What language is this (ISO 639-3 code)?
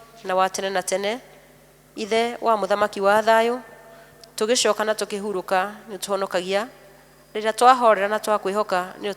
kik